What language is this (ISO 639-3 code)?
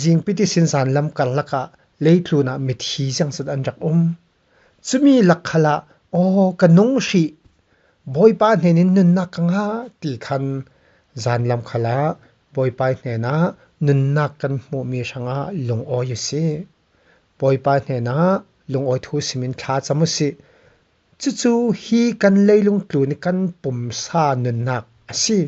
cfm